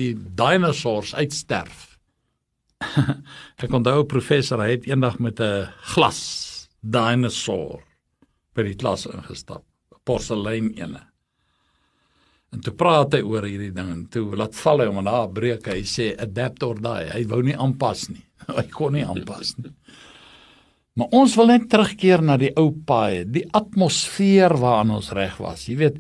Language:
Afrikaans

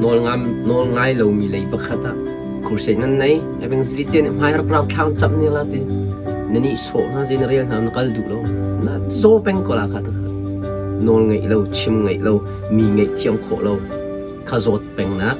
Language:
Hakha Chin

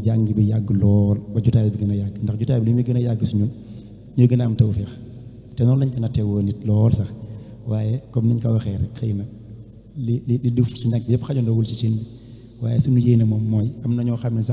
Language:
Wolof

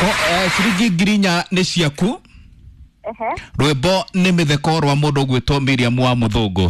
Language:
Kikuyu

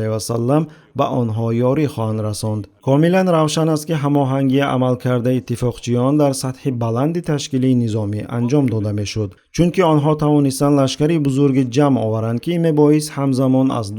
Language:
Tajik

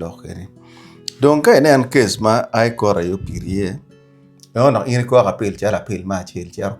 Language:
Acoli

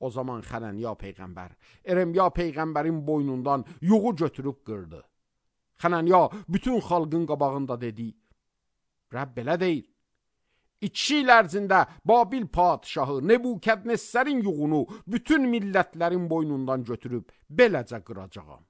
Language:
Azerbaijani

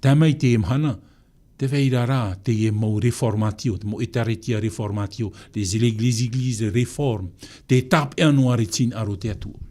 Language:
Tahitian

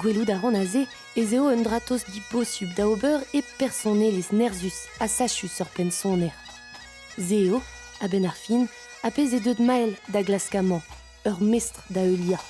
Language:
Breton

